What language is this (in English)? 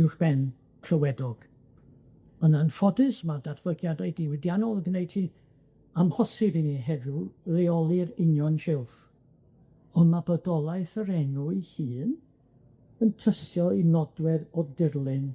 Welsh